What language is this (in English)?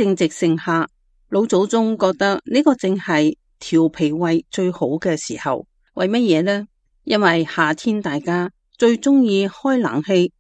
Cantonese